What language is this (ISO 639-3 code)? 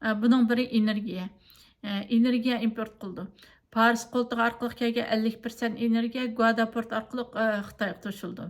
uig